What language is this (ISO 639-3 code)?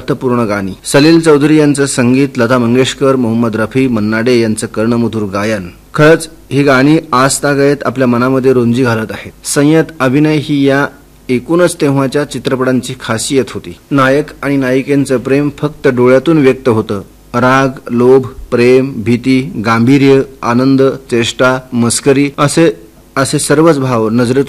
mar